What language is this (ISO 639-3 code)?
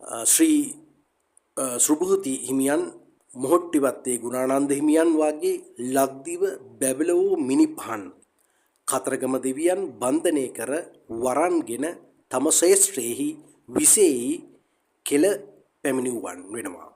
sin